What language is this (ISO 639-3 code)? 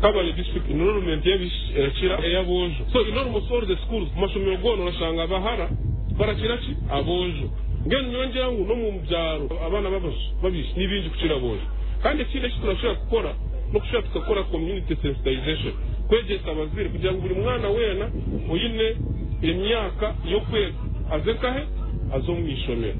nyn